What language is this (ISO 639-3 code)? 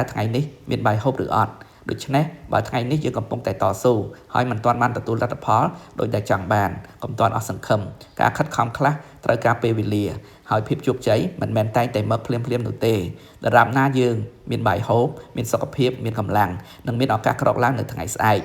khm